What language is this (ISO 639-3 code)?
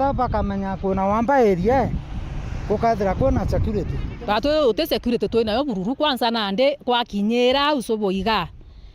mer